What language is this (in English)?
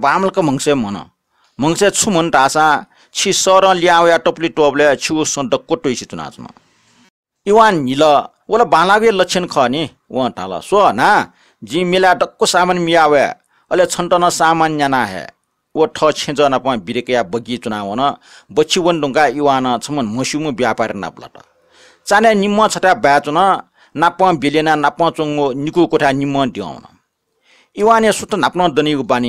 Newari